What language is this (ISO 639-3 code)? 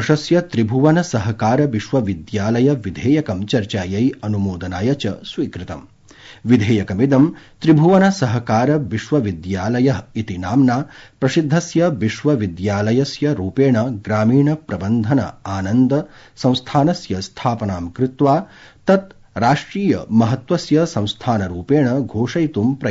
san